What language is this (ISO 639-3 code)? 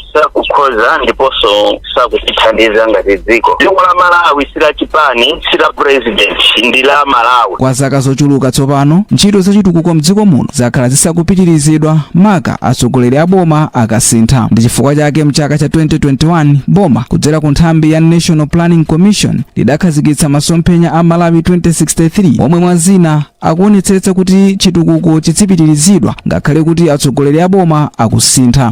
nya